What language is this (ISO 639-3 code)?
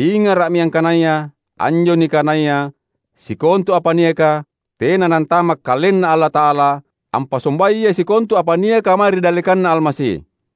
mak